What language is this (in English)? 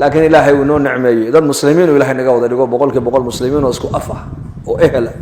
Somali